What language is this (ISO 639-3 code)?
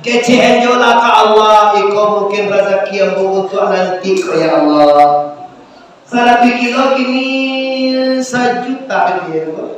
min